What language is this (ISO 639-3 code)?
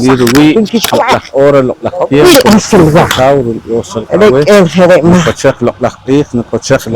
poh